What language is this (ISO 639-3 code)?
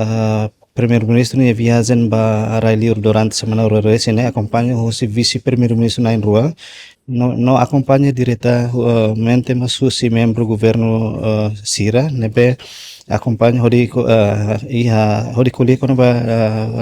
tet